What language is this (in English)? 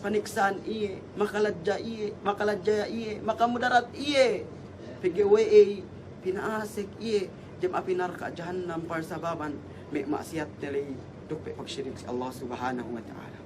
Yakan